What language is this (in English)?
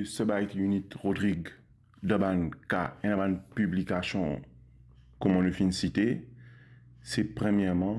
Morisyen